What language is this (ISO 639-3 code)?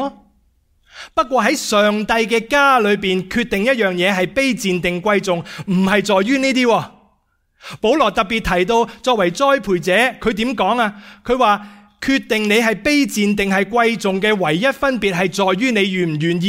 yue